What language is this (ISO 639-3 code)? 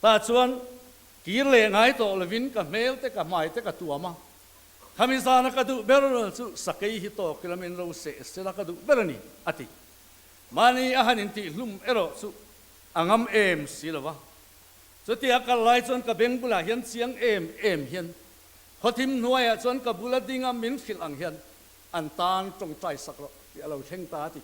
lus